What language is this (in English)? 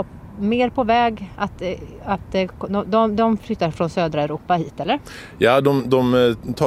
Swedish